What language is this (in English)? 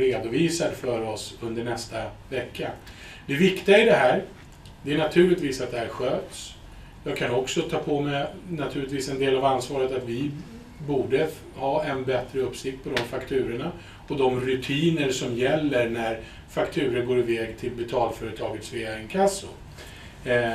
Swedish